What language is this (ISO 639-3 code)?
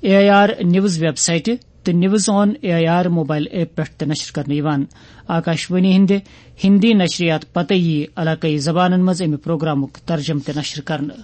kas